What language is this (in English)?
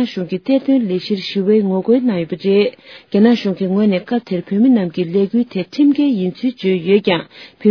Tibetan